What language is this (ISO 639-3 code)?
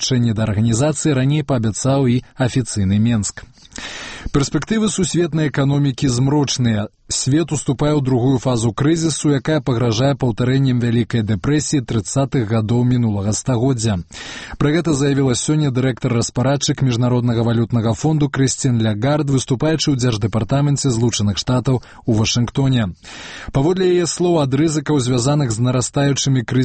bel